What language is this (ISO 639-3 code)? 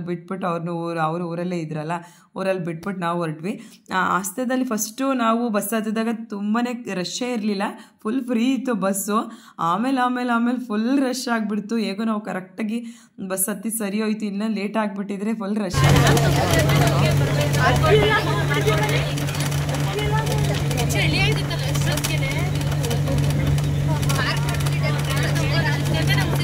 kan